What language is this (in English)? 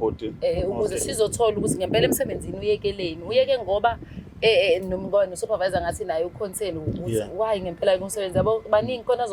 Zulu